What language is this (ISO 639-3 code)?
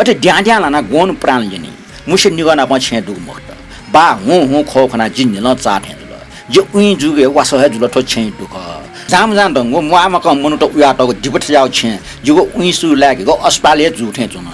new